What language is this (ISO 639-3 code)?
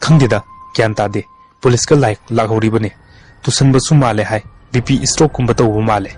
mni